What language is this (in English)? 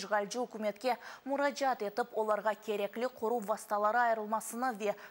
Crimean Tatar